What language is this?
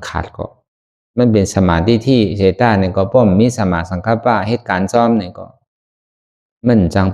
Shan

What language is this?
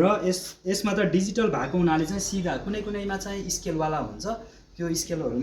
Nepali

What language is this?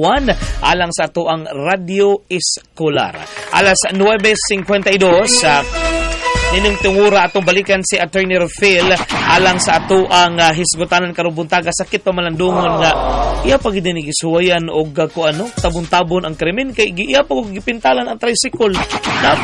Cebuano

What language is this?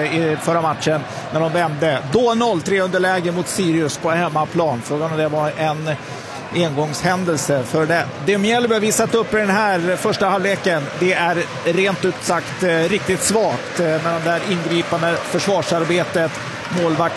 Swedish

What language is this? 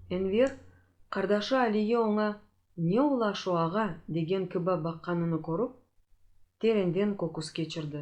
Crimean Tatar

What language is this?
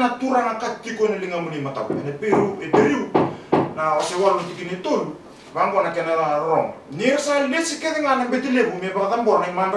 Fijian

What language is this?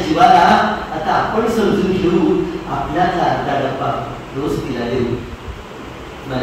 Marathi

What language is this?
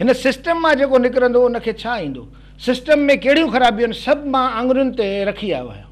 Sindhi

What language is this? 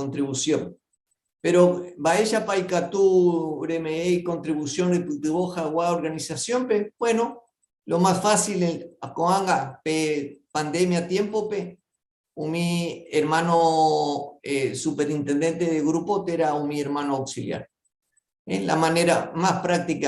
Guarani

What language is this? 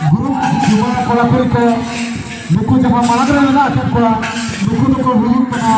Santali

